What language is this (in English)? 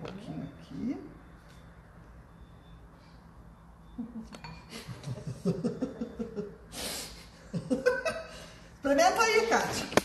Portuguese